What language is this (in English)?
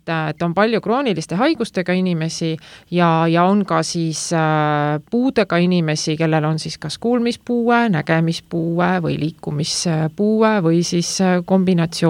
Estonian